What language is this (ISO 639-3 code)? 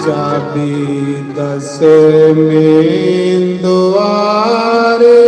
doi